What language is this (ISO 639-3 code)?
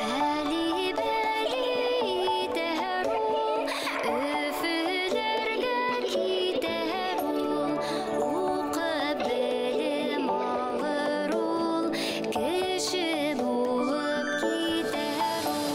bak